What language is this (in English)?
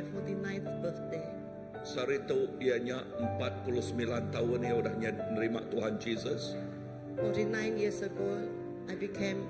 Iban